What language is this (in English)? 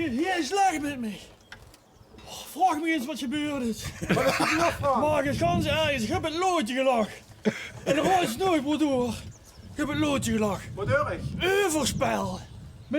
Limburgish